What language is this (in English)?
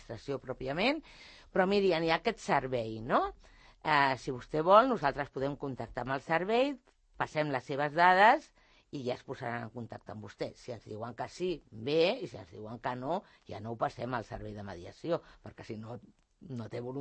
Catalan